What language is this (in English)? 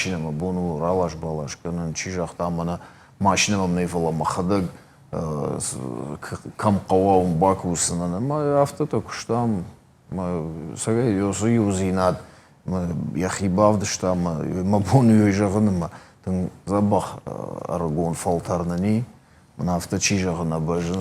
Ossetic